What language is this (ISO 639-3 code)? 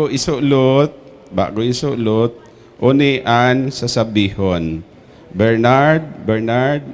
bik